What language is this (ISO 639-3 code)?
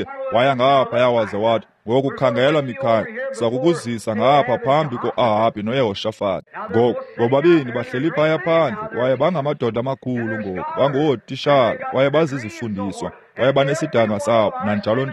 xho